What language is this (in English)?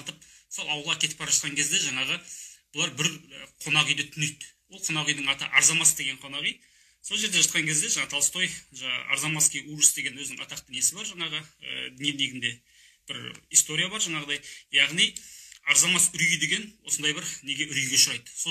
Kazakh